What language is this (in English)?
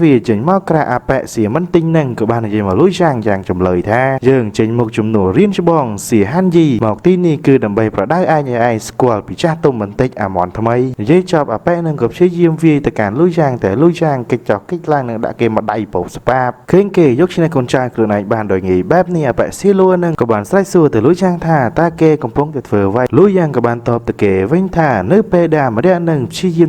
Khmer